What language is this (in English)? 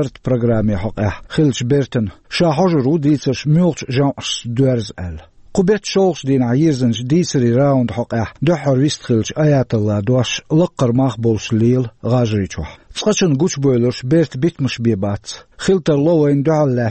Chechen